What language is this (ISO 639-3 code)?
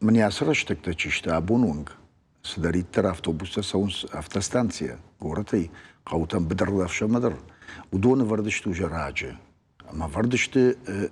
oss